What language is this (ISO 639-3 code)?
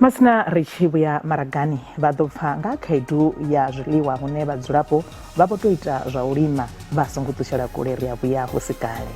ven